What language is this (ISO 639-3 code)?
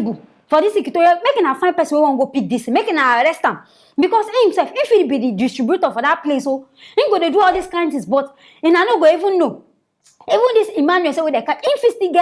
pcm